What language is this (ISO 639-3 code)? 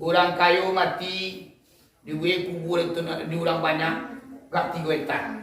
min